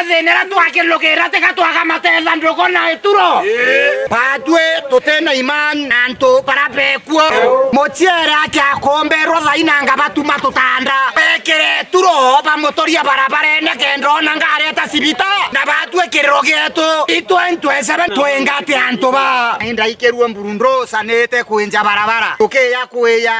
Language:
Meru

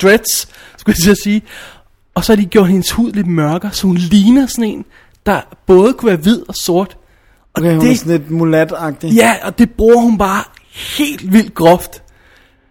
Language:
Danish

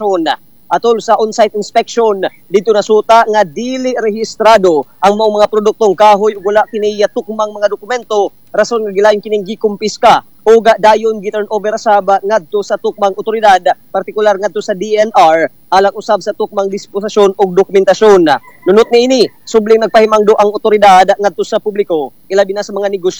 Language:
Cebuano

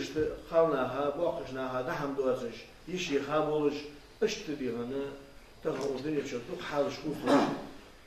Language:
Ingush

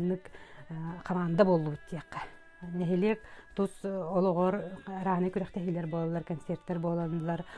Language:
Yakut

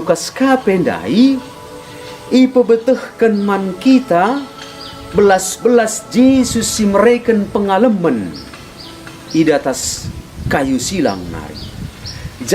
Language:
Batak Karo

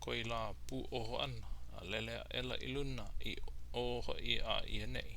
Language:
Hawaiian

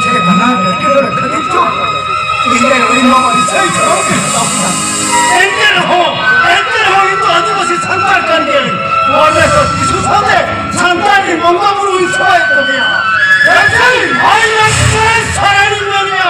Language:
Santali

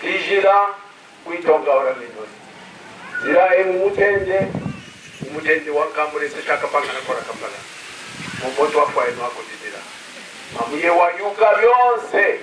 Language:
Kaonde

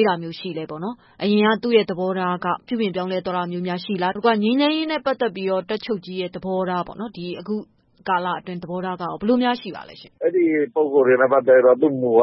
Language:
Burmese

